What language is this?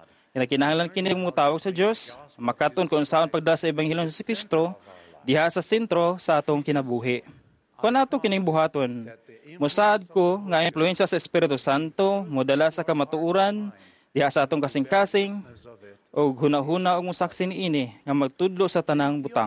Cebuano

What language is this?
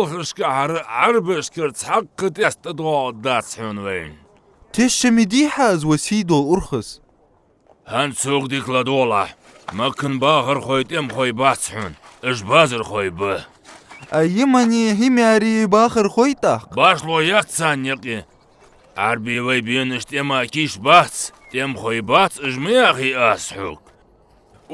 Ingush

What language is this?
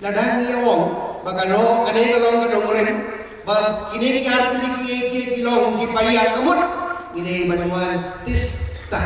Khasi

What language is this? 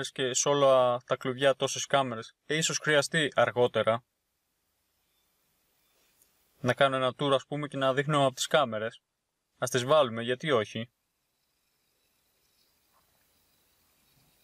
Greek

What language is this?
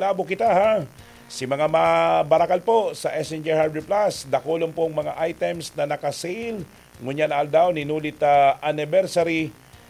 Bikol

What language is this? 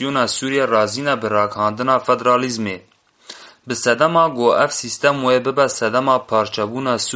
Kurdish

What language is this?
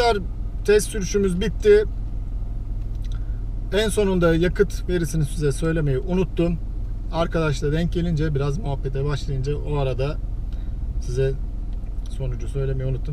Turkish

